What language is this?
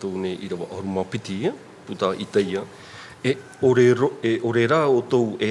Tahitian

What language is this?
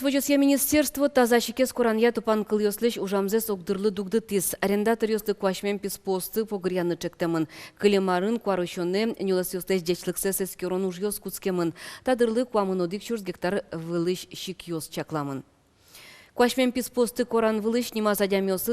Udmurt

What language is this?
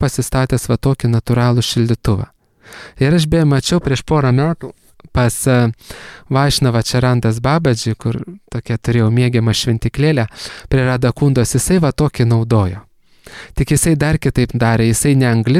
Lithuanian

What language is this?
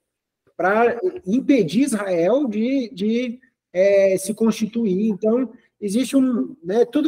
Portuguese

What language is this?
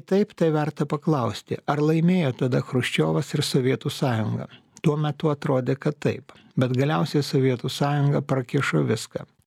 Lithuanian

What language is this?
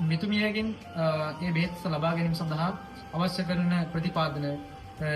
Sinhala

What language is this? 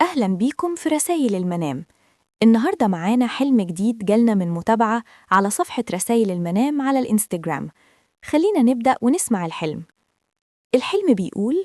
Egyptian Arabic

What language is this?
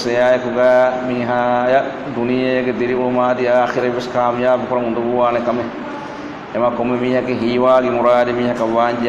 Divehi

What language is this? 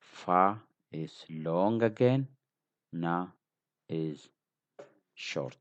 English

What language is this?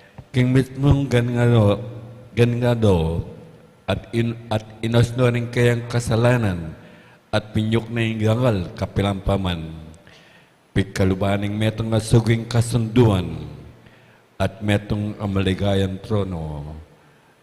Pampanga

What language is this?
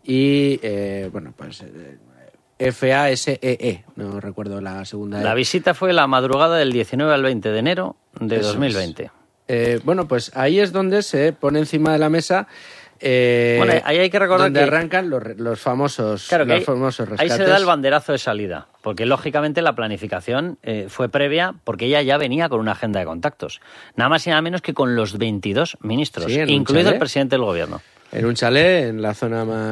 Spanish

